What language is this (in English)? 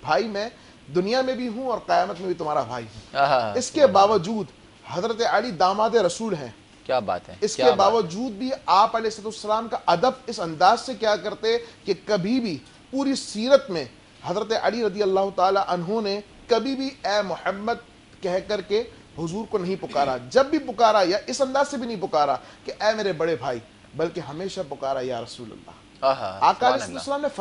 Urdu